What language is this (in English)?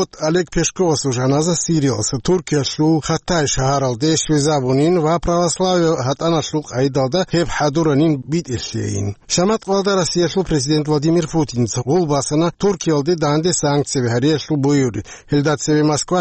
Avaric